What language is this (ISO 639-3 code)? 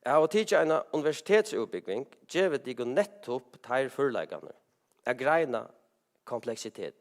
fao